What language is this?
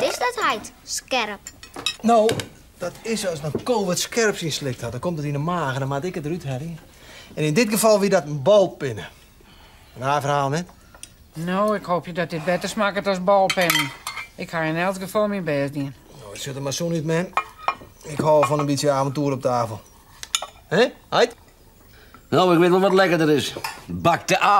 Western Frisian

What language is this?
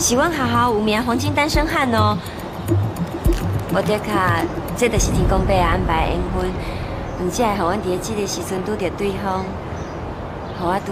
Min Nan Chinese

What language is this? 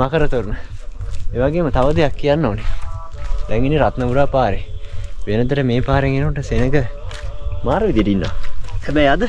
Sinhala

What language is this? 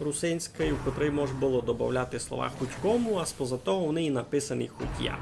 Rusyn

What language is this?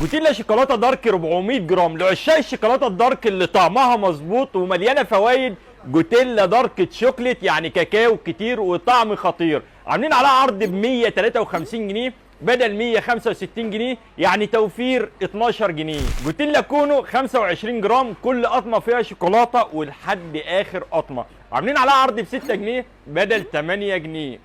Egyptian Arabic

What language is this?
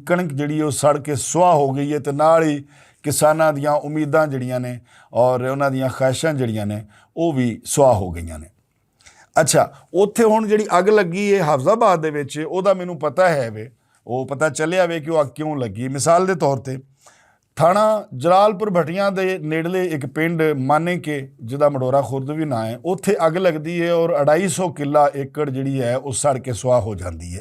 Western Panjabi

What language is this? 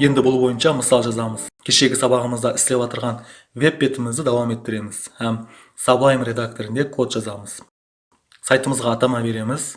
Kara-Kalpak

